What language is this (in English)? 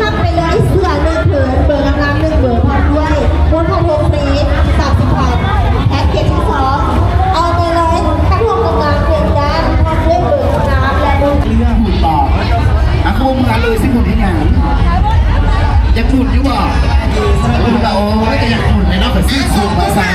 Lao